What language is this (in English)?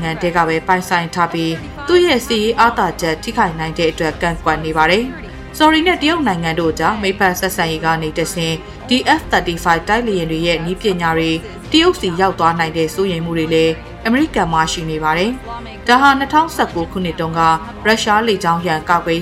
Burmese